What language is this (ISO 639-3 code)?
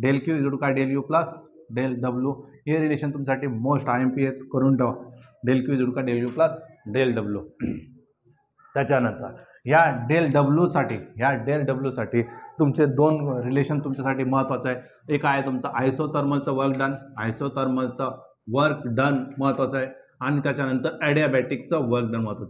mar